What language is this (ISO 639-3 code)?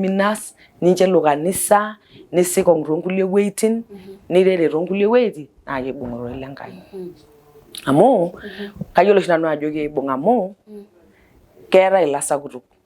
mas